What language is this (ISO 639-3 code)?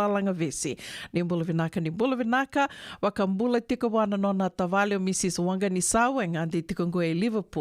fij